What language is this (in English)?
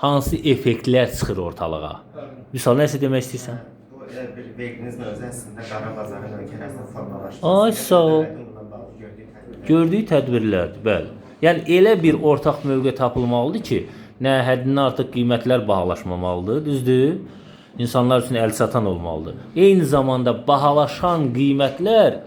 Azerbaijani